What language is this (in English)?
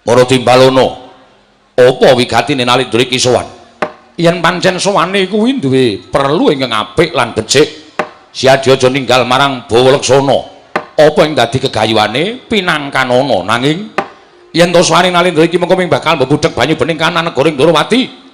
Javanese